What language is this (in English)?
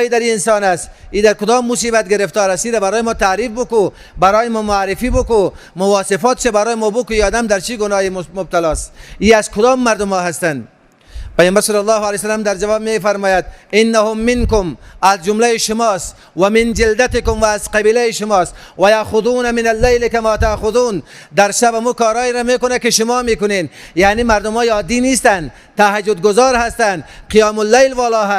Persian